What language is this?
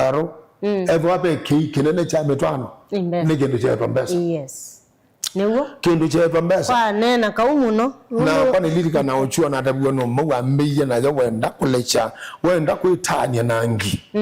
Kamba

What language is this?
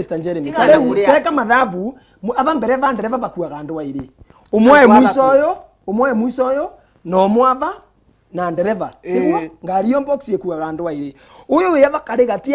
Meru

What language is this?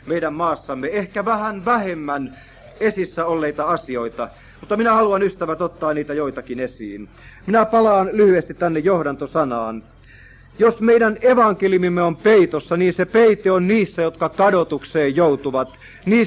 Finnish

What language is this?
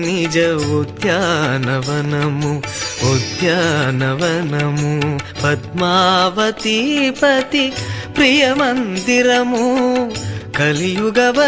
Telugu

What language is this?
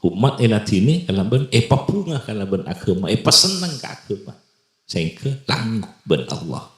Madurese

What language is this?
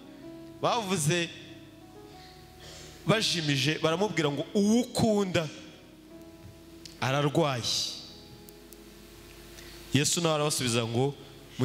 Kinyarwanda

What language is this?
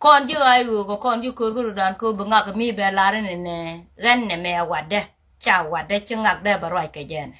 Nuer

